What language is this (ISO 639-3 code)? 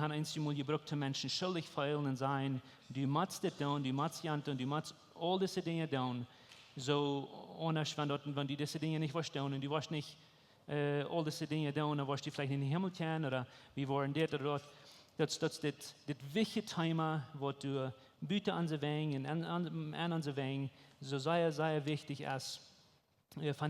pdt